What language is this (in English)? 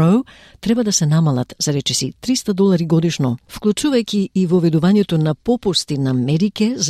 Macedonian